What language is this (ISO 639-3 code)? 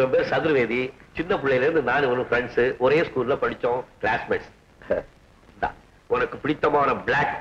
tam